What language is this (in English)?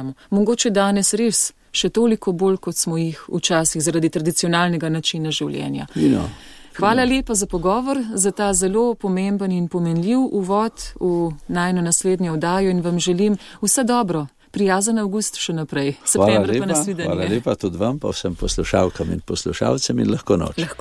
Slovenian